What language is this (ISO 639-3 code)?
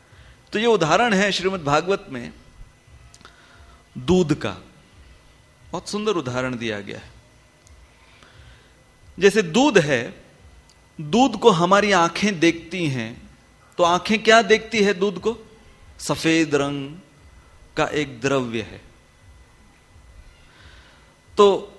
hin